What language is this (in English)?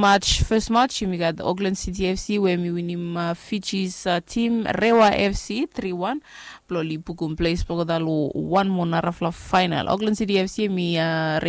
Bislama